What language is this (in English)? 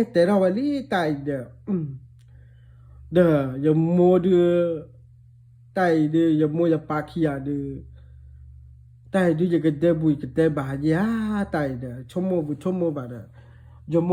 S'gaw Karen